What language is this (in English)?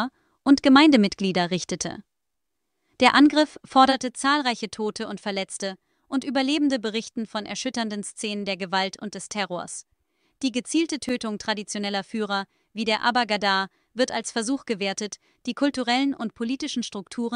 German